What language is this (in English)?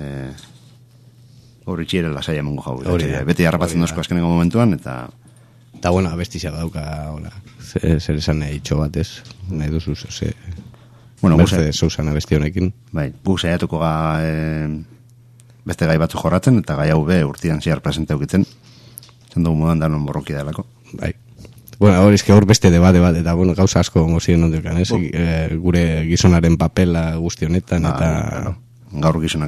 Basque